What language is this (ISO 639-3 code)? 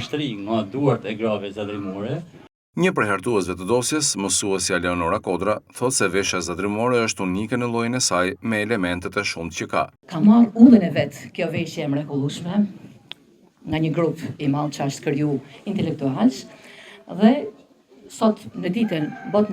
sqi